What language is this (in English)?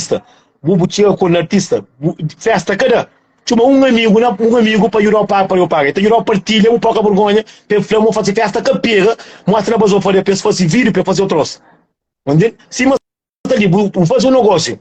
Kabuverdianu